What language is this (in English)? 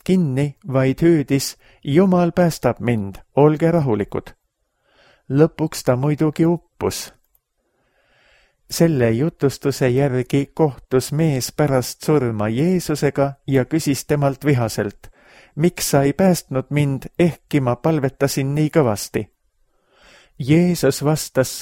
Estonian